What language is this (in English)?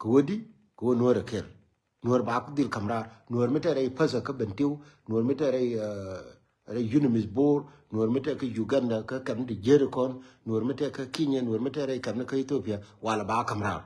Nuer